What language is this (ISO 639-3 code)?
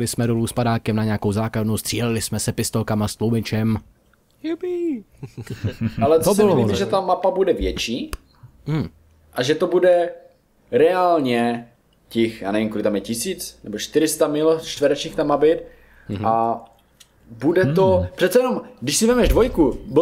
ces